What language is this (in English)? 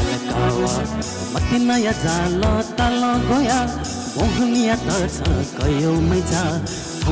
Newari